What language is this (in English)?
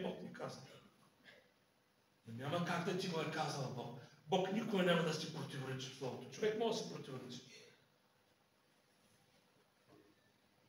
Bulgarian